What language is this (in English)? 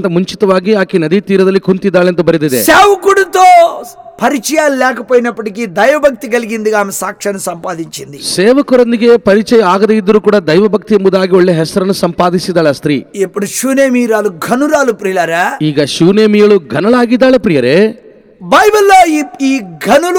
Kannada